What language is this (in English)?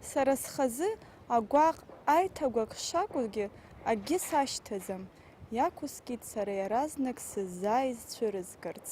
Abkhazian